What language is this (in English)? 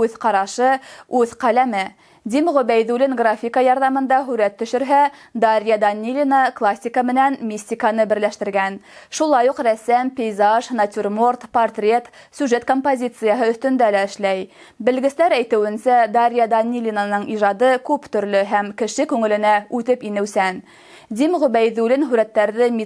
Bashkir